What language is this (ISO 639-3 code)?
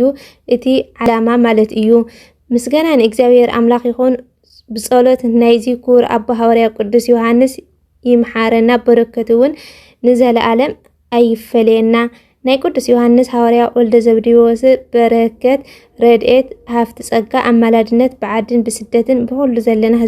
tir